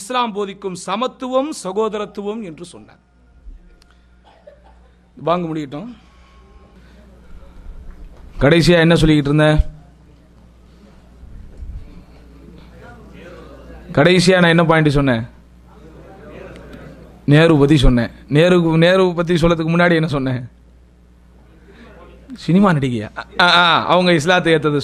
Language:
Tamil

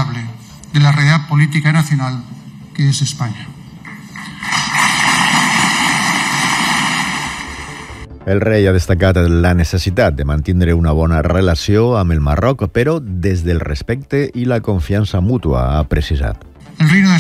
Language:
Catalan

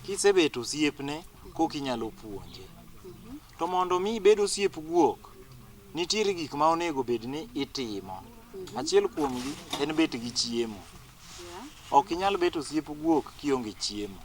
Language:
Luo (Kenya and Tanzania)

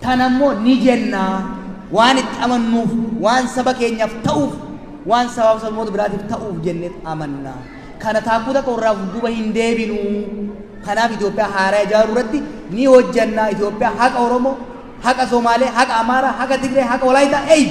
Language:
Oromo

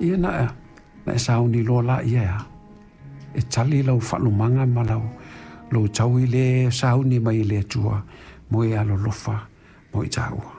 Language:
Samoan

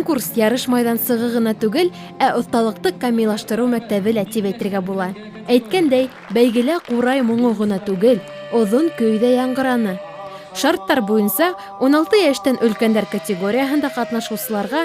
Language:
Bashkir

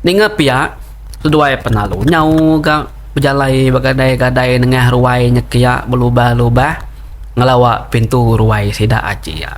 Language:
Iban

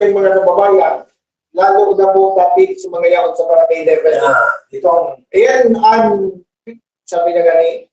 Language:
Bikol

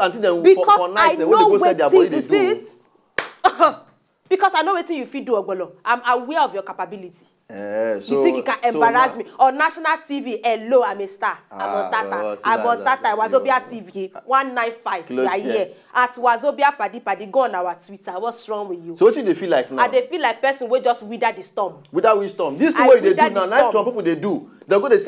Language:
Nigerian Pidgin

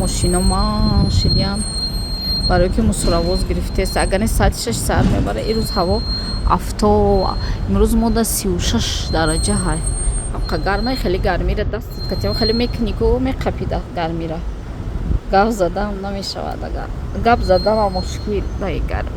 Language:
Tajik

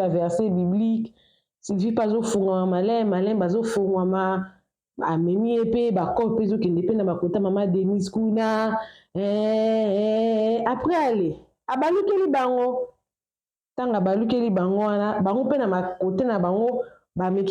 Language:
Lingala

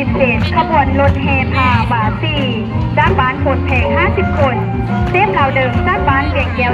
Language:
Lao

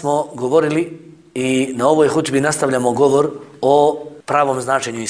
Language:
Bosnian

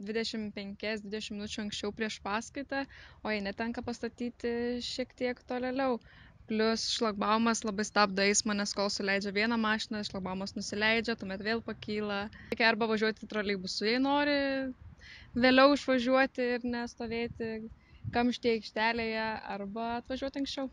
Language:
Lithuanian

